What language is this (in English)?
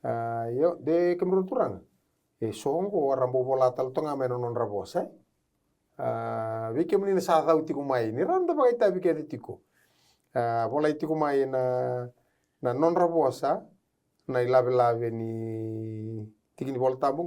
Fijian